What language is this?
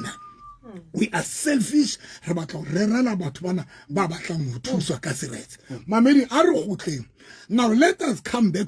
Southern Sotho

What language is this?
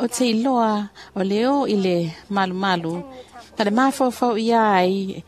Samoan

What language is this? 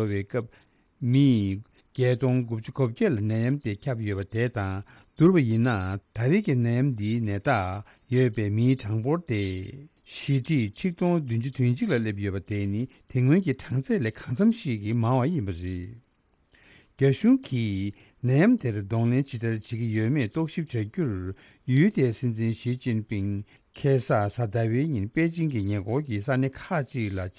Tibetan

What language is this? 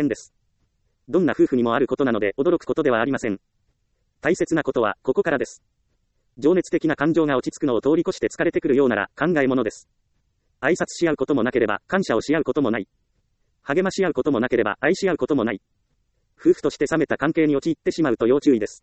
Japanese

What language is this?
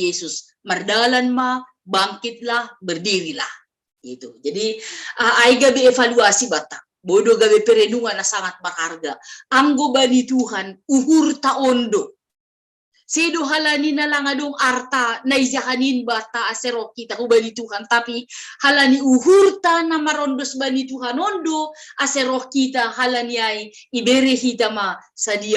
Batak Simalungun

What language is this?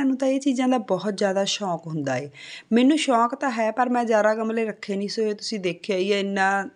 Punjabi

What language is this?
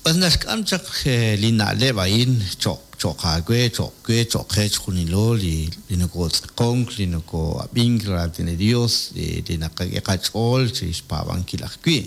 Kekchí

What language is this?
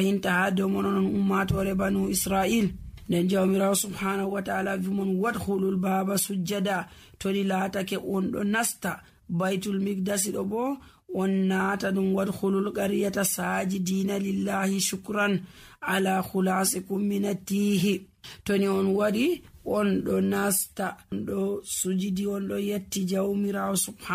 Nigerian Fulfulde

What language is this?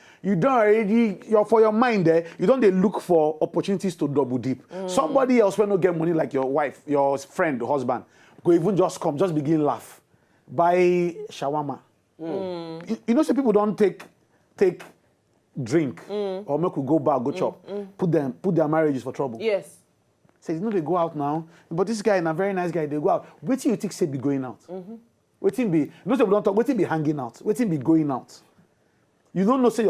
Nigerian Pidgin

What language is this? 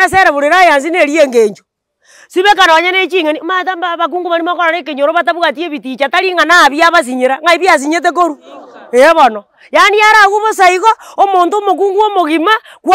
Gusii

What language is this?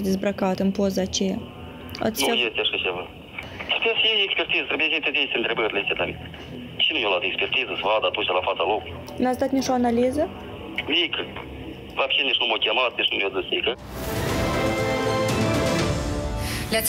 Romanian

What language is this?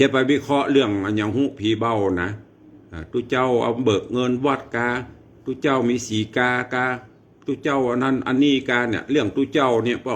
Northern Thai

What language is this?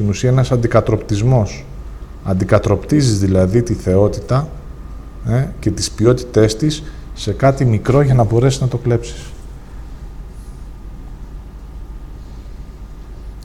Greek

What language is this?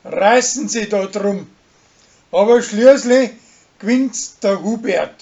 Bavarian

